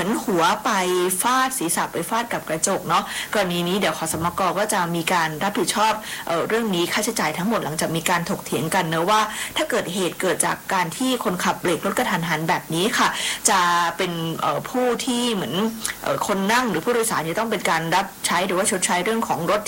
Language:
Thai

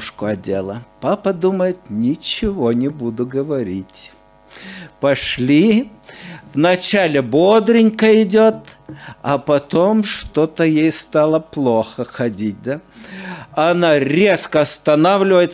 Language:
Russian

